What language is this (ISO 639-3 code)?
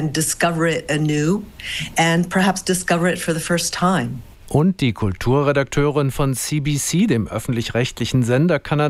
deu